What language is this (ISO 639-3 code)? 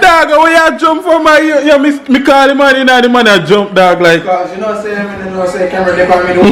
jam